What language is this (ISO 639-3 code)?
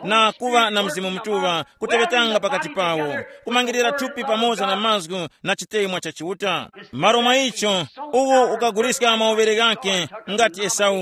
tum